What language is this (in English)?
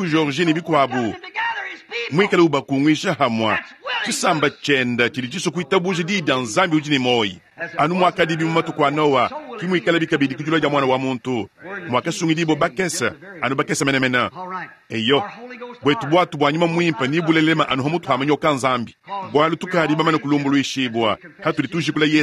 Luba-Lulua